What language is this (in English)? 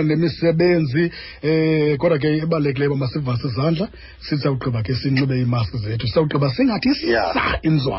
Xhosa